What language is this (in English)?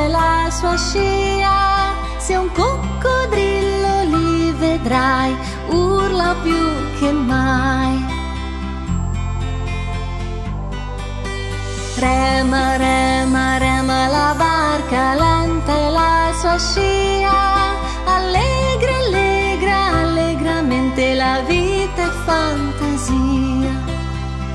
Italian